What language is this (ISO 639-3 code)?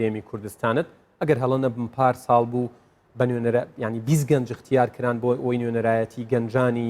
ckb